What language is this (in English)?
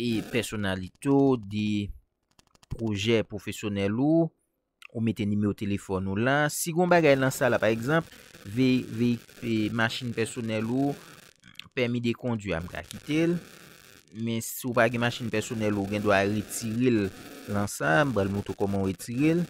Haitian Creole